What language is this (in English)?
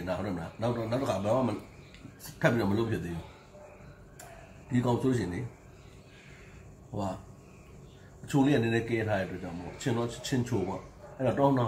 Burmese